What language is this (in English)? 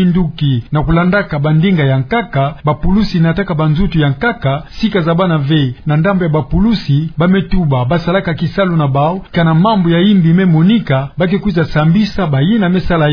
Kituba (Democratic Republic of Congo)